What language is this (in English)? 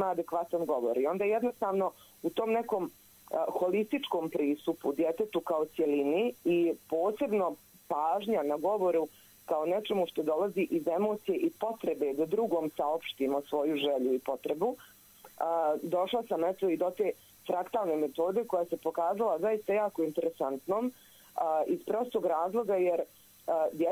Bosnian